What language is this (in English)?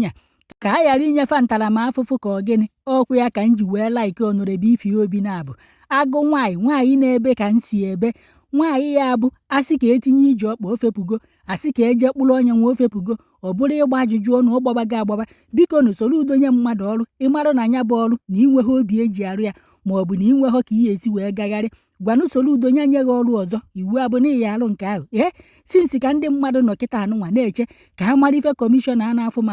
Igbo